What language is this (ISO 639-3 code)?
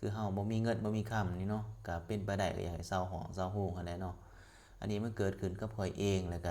lao